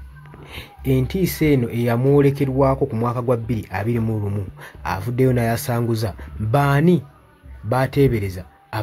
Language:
Ganda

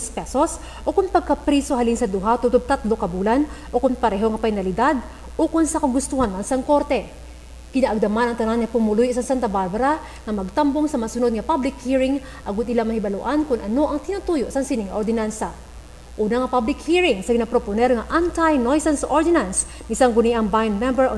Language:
Hiligaynon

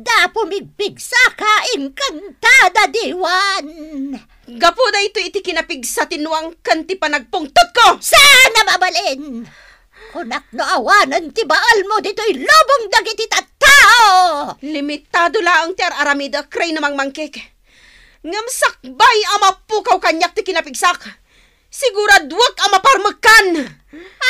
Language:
Iloko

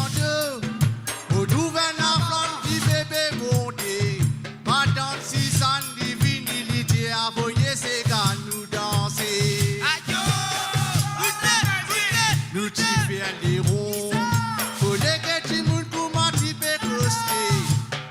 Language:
Morisyen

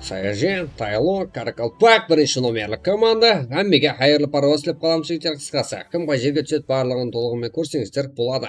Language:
Kara-Kalpak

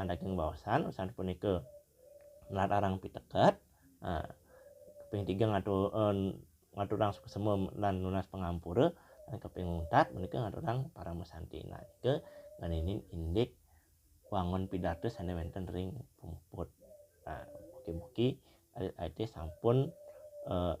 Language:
Balinese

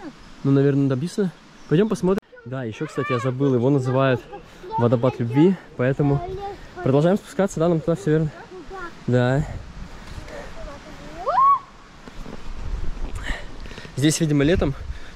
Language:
Russian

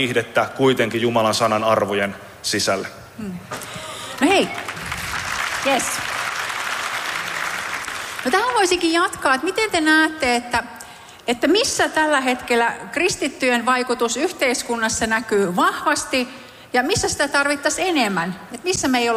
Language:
Finnish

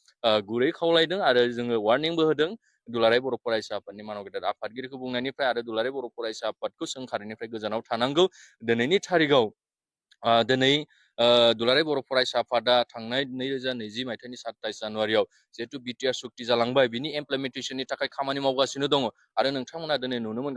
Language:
Bodo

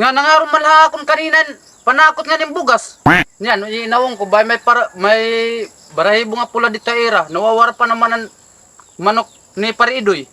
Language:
Waray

